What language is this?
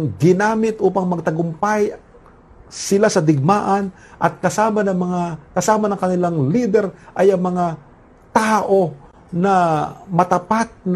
Filipino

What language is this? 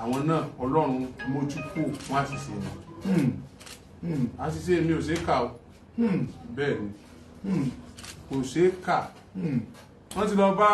Yoruba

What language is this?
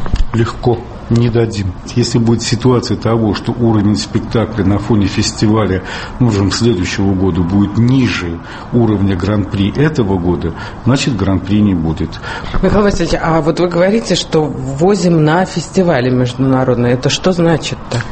Russian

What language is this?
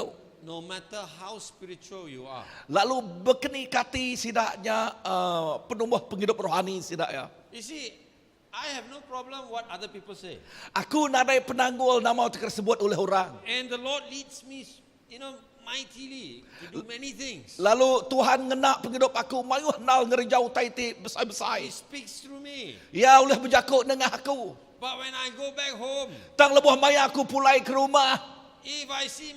Iban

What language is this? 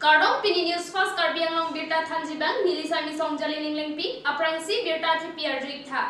Karbi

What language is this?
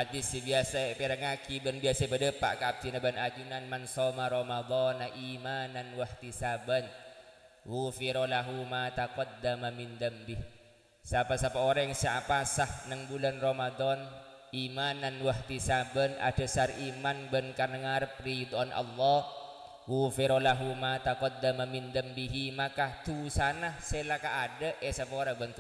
Madurese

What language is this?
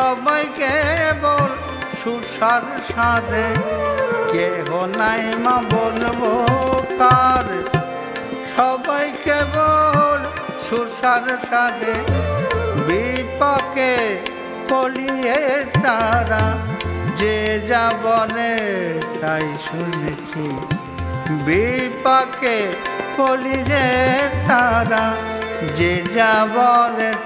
Bangla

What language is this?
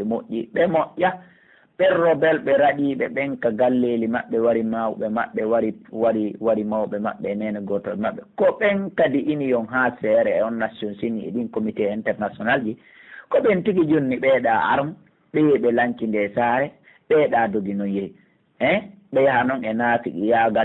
Pular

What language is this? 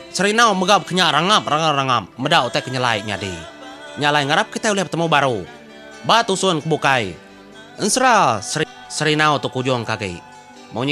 Iban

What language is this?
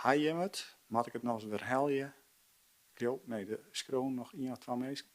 Western Frisian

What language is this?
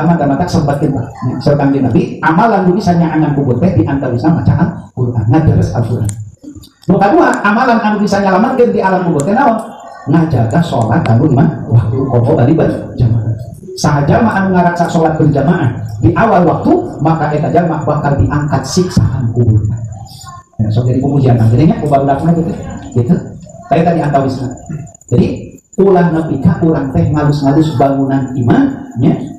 Sundanese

